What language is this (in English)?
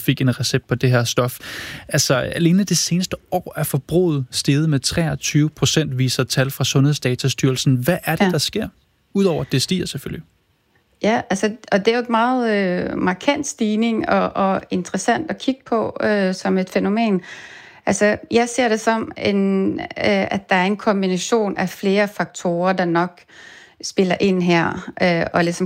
Danish